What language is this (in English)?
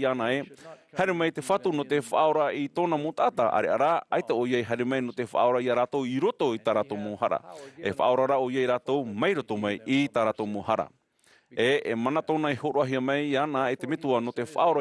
Tahitian